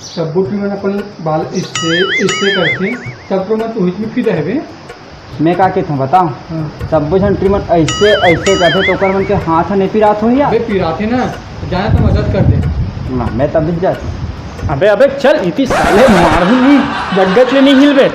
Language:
Chhattisgarhi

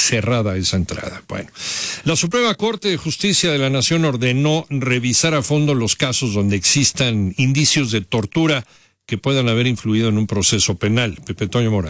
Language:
Spanish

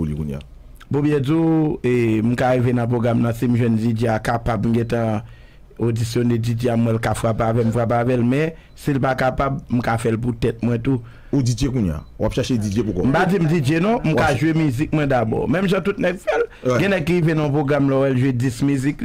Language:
Haitian Creole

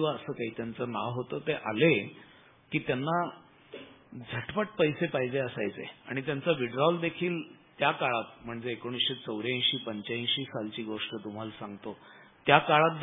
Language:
Marathi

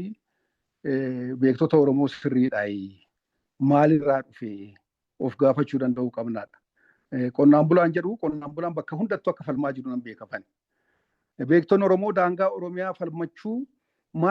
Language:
Oromo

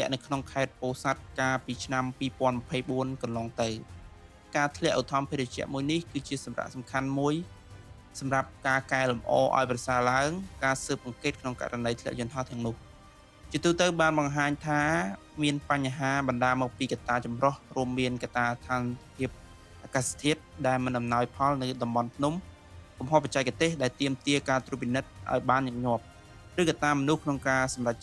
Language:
Khmer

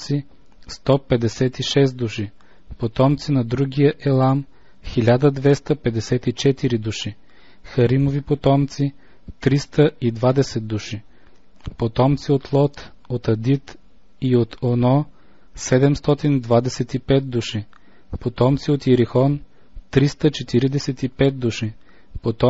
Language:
Bulgarian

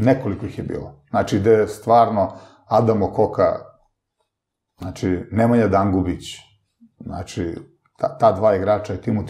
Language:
Serbian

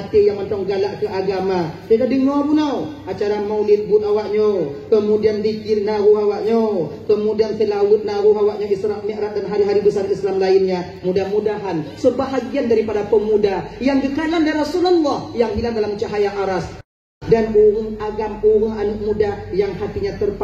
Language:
Achinese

